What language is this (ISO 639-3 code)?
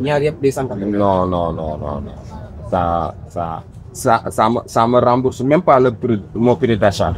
fuf